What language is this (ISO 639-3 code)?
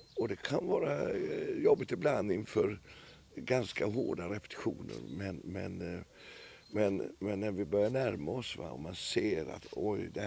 swe